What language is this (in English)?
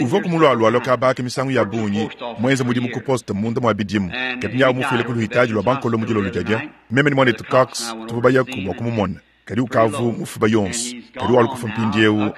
Luba-Lulua